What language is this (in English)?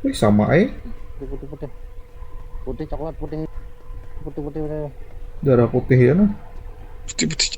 Banjar